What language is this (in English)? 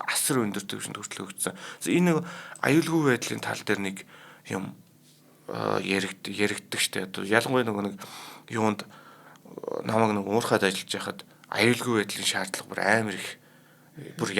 Mongolian